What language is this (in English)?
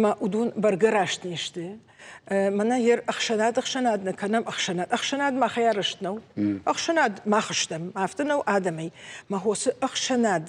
Ossetic